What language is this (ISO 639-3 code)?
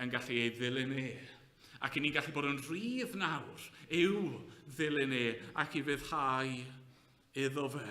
cym